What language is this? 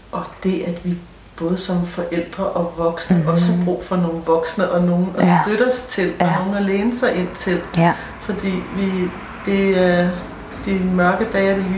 Danish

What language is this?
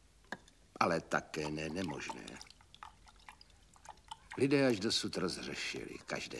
Czech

